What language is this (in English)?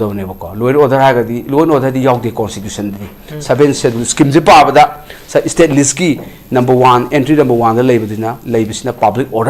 Manipuri